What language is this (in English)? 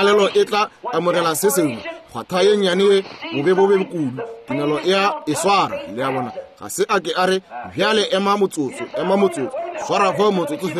Northern Sotho